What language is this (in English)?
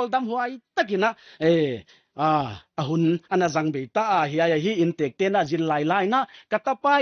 Paite Chin